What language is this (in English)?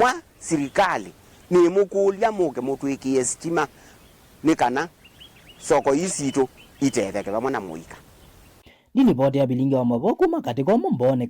Kamba